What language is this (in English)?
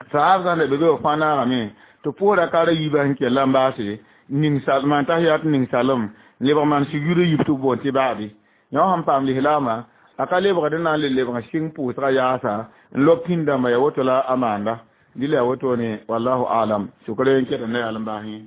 Mossi